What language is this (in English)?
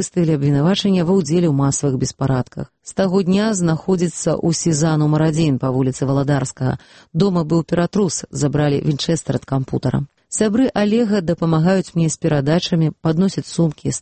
Belarusian